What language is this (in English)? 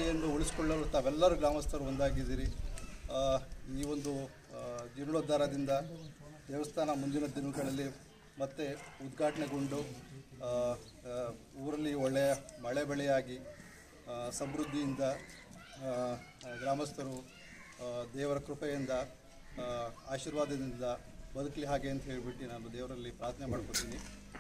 Kannada